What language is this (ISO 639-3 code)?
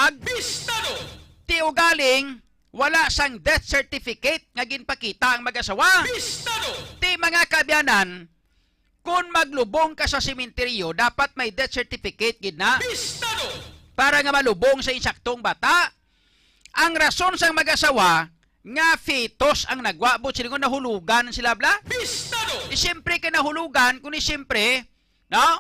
hil